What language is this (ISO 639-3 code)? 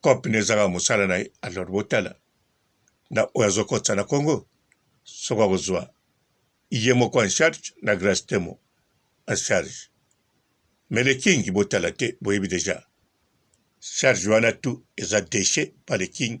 lin